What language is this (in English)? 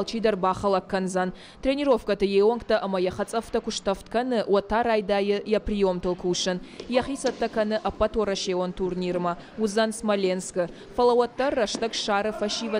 Ossetic